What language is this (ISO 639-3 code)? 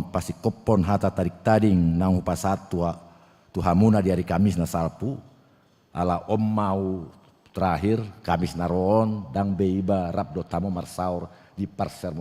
bbc